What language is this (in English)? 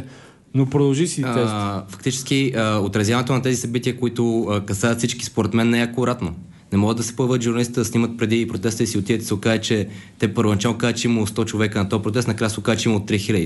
Bulgarian